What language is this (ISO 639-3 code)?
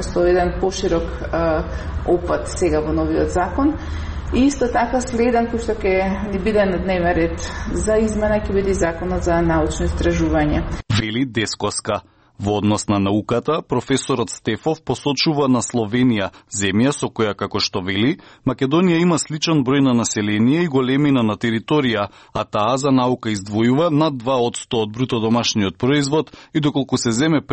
mkd